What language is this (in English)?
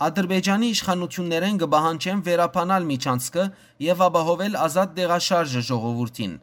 Western Armenian